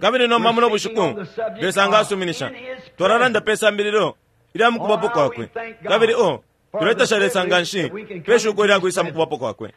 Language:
Bemba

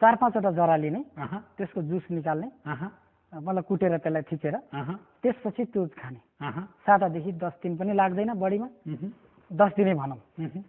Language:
Nepali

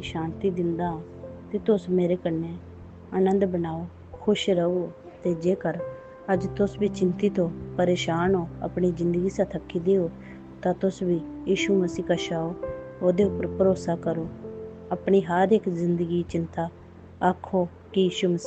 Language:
Dogri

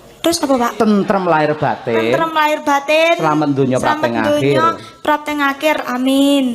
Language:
Javanese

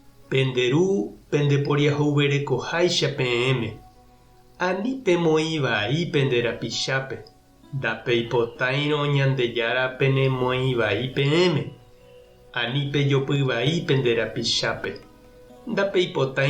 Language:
Guarani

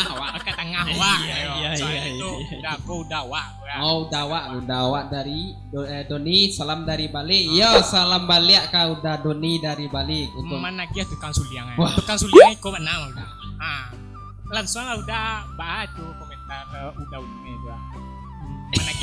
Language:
Minangkabau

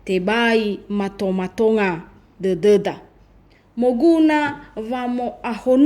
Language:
Nias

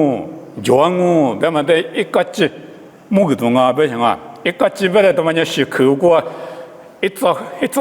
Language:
Lisu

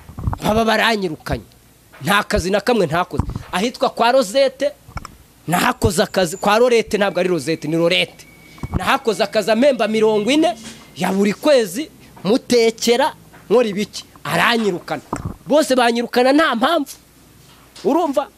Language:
Kinyarwanda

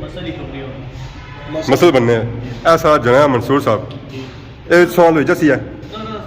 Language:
Pahari-Potwari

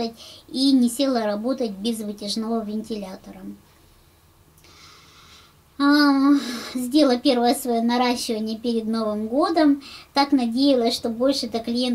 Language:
Russian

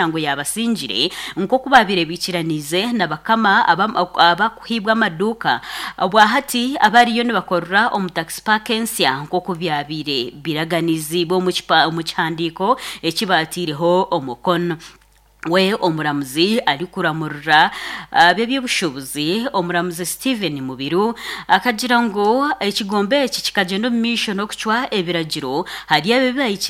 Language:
Nyankole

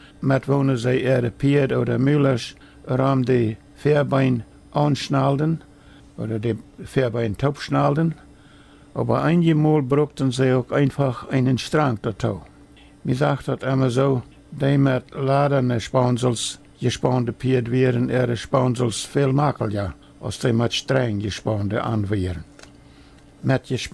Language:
Plautdietsch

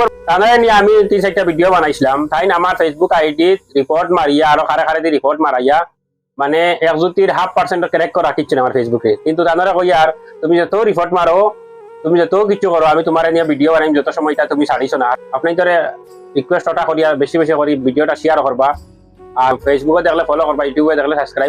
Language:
Sylheti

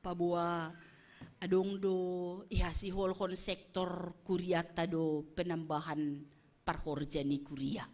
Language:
Batak Simalungun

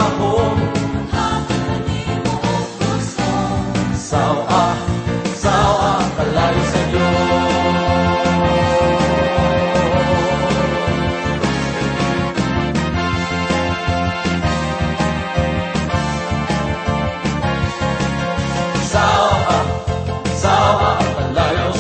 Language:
Cebuano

